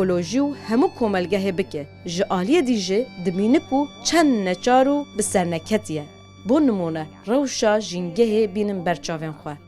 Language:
Kurdish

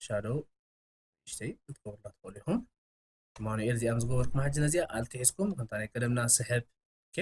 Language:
Tigrinya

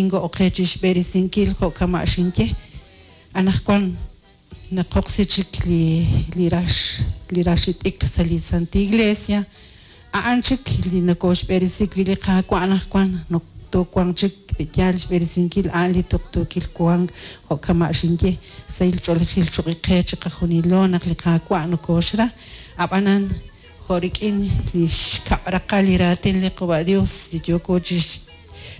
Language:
Kekchí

